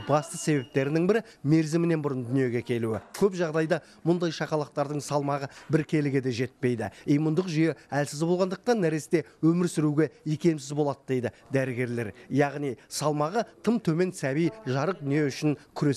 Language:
Kazakh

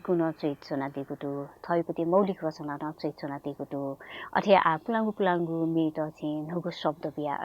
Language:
Newari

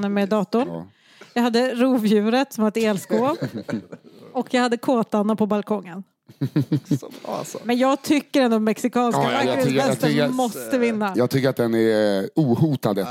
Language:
Swedish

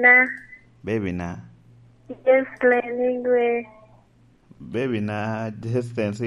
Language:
Lango (Uganda)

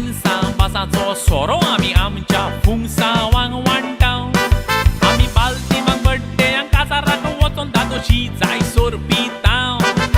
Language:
Konkani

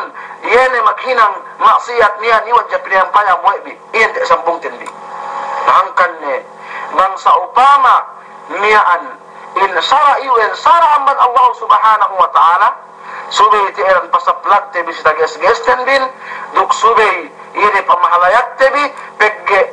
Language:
Yakan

